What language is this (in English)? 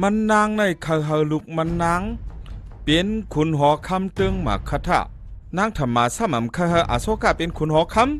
Shan